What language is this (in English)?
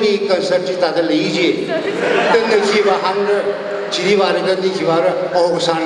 Tangkhul Naga (India)